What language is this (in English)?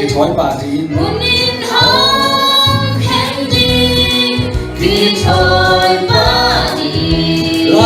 Tedim Chin